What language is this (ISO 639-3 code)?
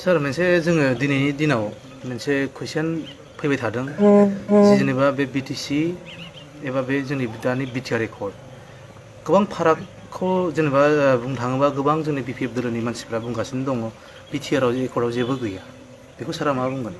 brx